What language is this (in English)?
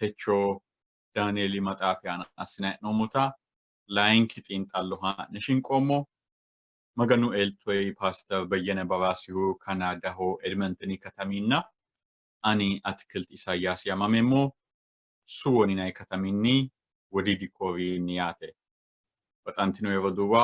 Sidamo